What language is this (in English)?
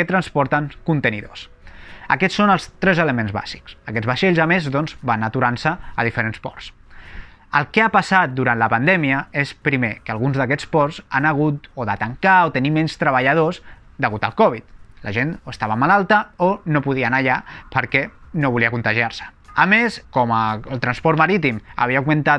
Catalan